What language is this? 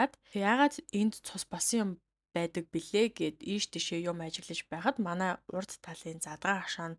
Mongolian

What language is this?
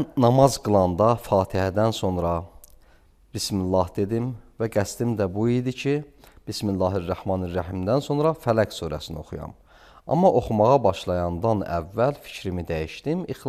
Azerbaijani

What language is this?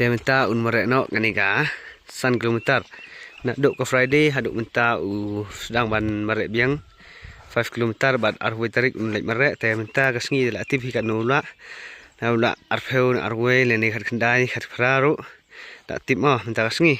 Khasi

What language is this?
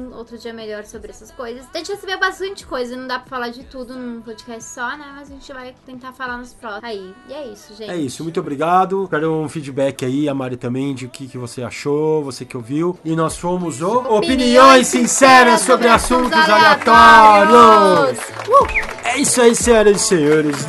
Portuguese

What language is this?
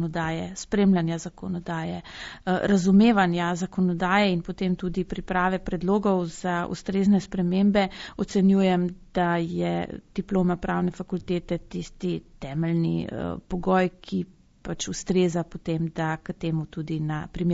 Slovenian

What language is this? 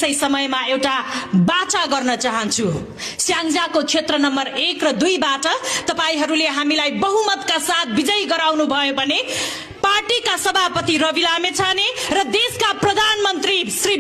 Nepali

